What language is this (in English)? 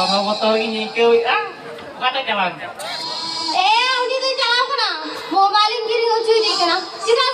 Santali